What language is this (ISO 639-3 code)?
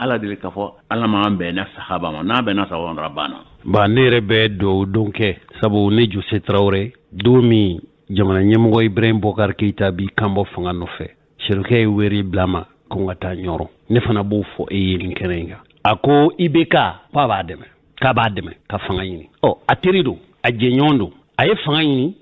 bam